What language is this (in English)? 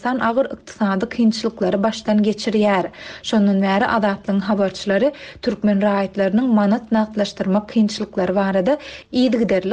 Turkmen